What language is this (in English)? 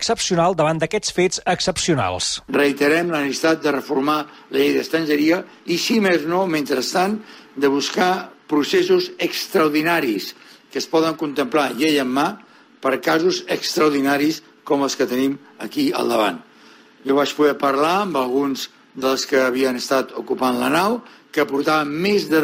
Catalan